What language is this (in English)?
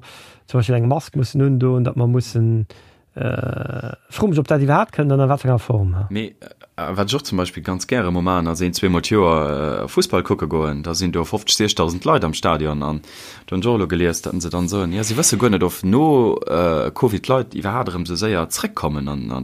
Luxembourgish